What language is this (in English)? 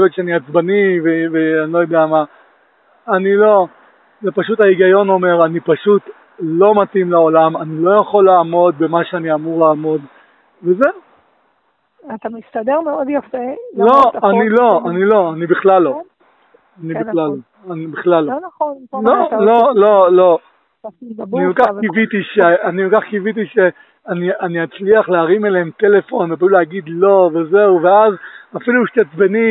Hebrew